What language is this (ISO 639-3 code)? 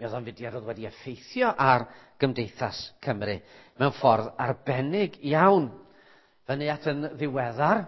cym